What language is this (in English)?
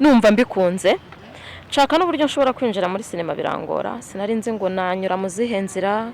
Kinyarwanda